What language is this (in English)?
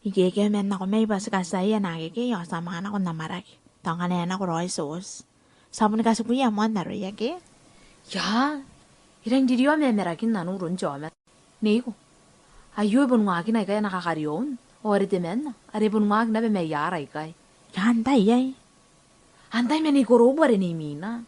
Gilbertese